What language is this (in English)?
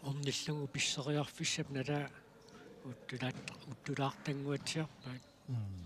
Kalaallisut